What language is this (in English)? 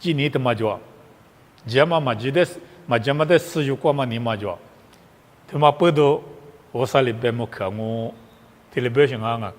Lisu